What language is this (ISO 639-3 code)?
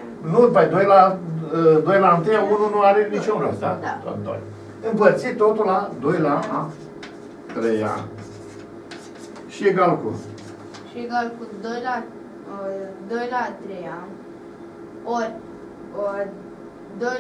ron